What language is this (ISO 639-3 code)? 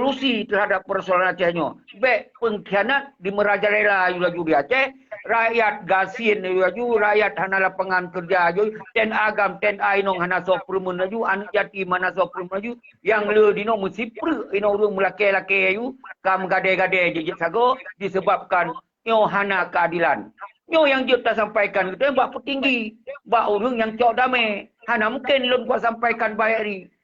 ace